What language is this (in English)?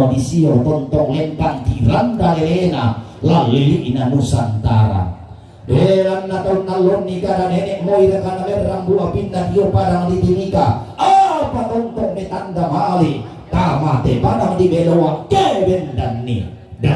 Toraja-Sa'dan